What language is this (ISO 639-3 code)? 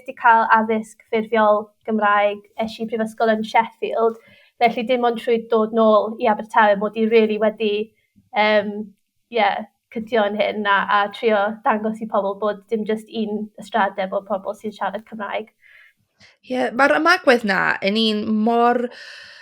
cym